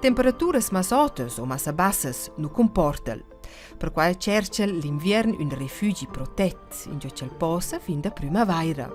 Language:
Romansh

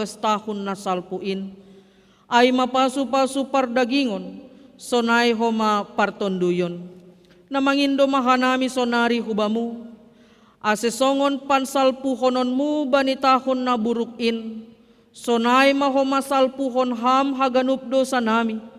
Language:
Batak Simalungun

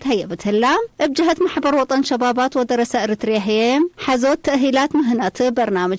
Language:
Tigre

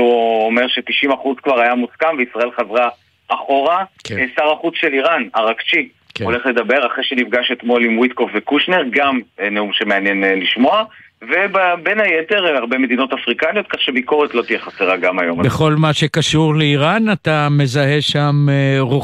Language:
Hebrew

